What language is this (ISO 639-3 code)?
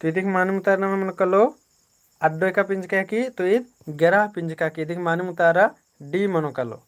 kru